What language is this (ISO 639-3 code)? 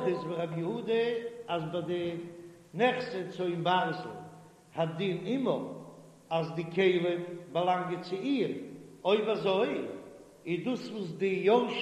yid